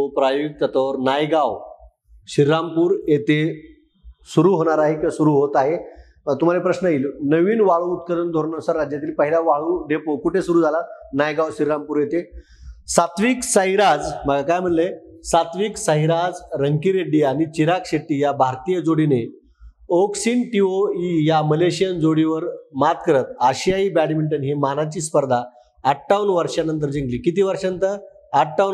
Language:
Marathi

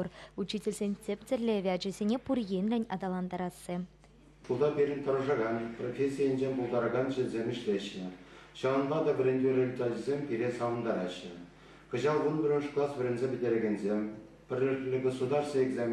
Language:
Chuvash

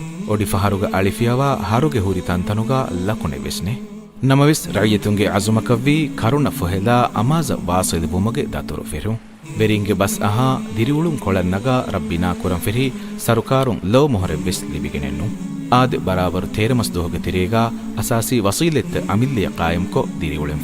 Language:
Divehi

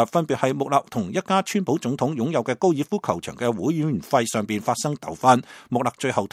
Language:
Cantonese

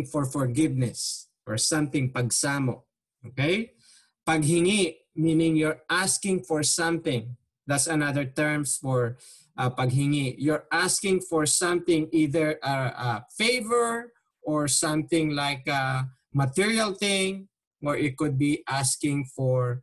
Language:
Filipino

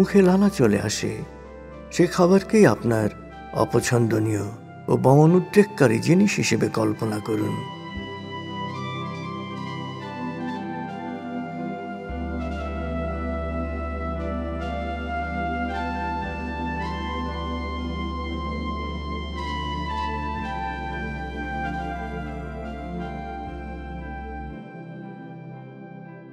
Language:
Bangla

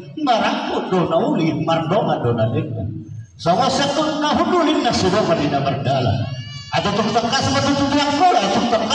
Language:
Batak Toba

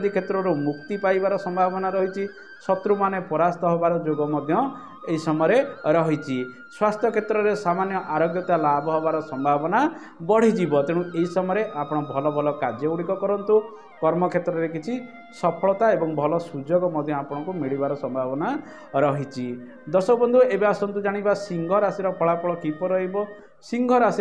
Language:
Odia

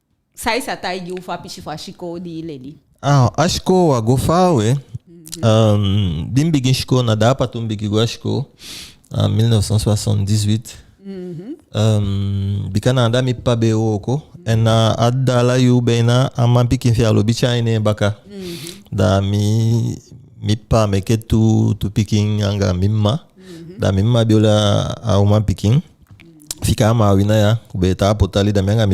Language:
Eastern Maroon Creole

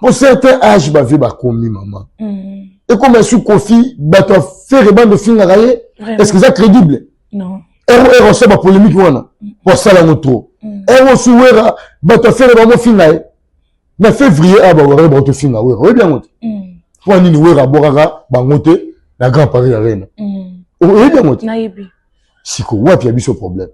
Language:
Lingala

